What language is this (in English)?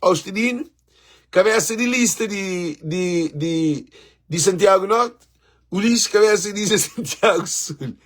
Kabuverdianu